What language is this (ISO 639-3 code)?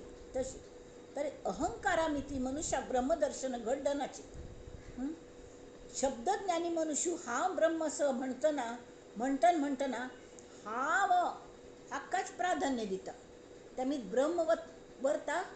kok